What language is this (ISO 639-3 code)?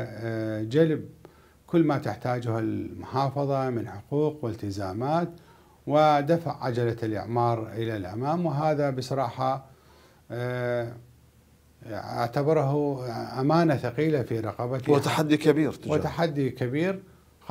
ara